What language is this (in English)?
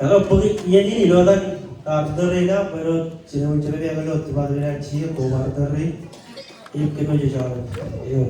Marshallese